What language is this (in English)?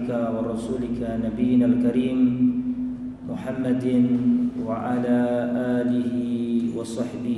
Indonesian